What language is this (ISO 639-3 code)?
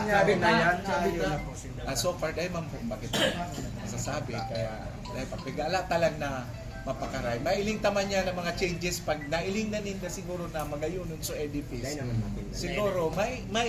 bik